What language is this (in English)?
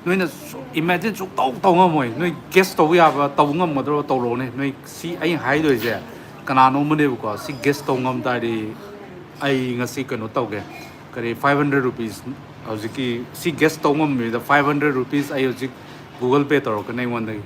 Manipuri